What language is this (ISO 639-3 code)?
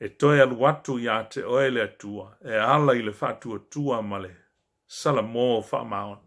smo